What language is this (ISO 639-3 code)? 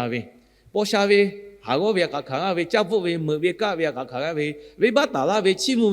lhu